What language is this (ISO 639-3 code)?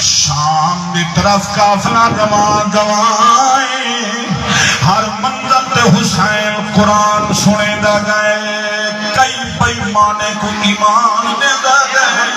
skr